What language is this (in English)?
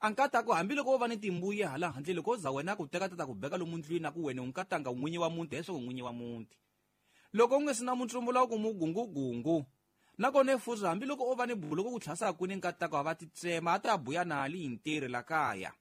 Tsonga